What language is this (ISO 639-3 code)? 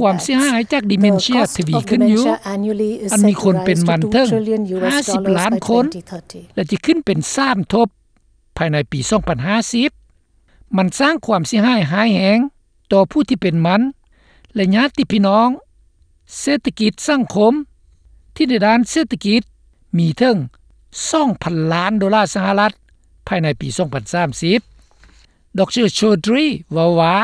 lao